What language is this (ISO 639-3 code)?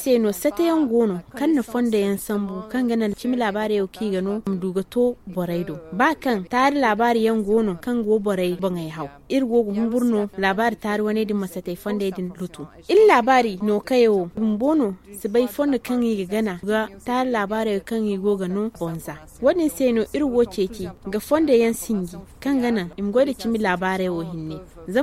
dje